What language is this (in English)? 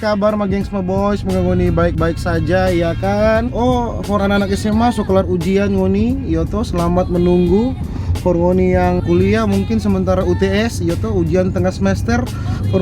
Manado Malay